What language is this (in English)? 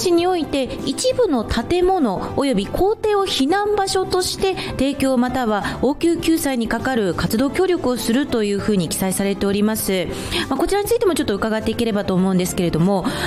Japanese